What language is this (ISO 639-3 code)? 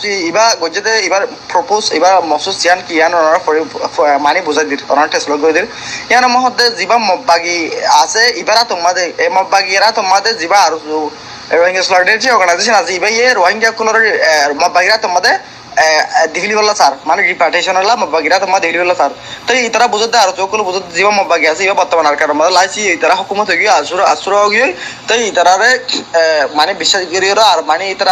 rhg